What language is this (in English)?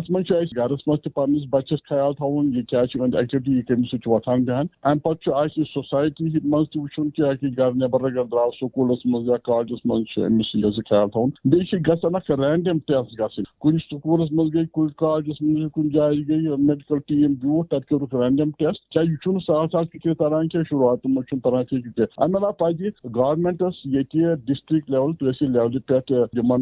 Kashmiri